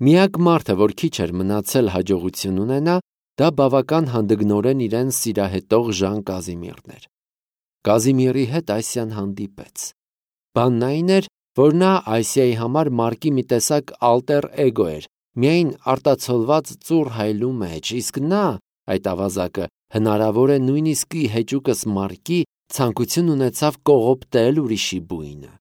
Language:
Armenian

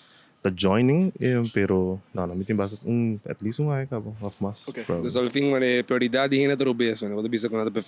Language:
Papiamento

